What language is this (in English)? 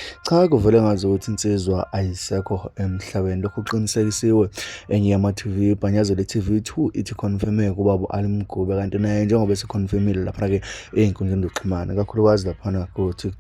Zulu